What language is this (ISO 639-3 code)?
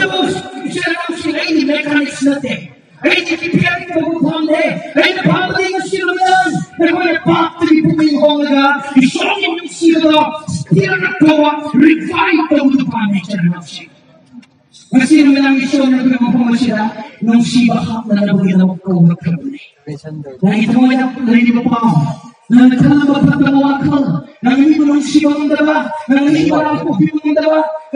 mni